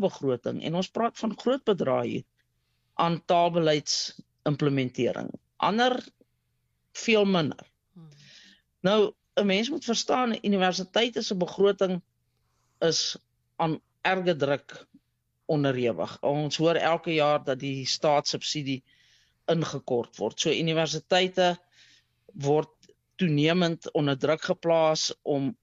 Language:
Afrikaans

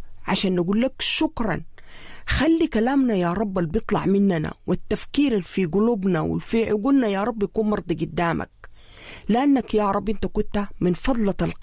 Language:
Sudanese Arabic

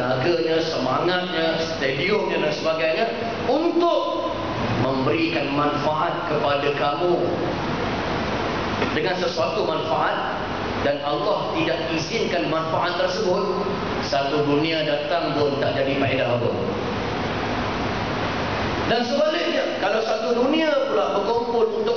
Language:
Malay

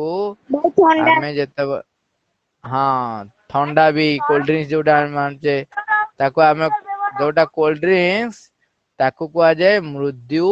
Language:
Odia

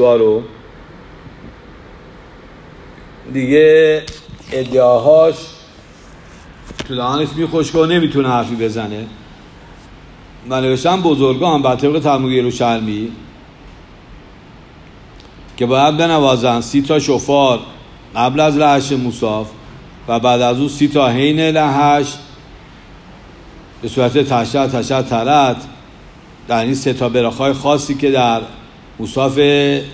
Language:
Persian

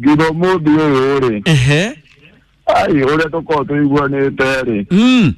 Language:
Kikuyu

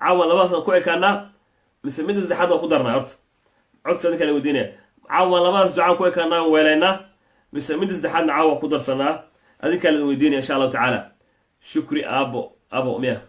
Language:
Somali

